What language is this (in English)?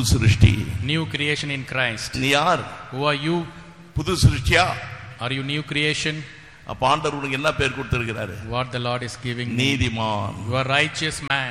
Tamil